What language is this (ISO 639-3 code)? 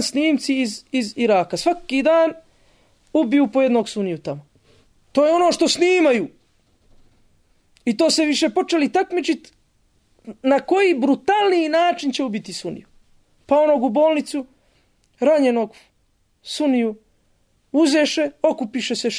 bos